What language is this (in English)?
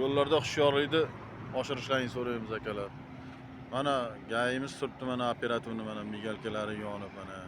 Uzbek